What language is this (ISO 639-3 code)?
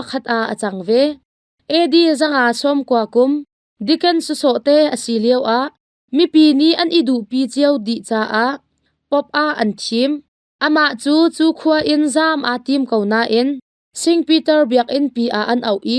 cnh